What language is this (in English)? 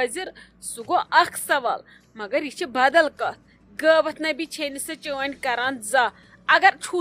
Kashmiri